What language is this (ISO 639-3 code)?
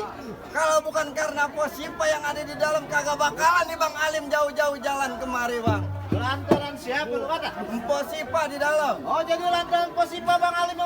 bew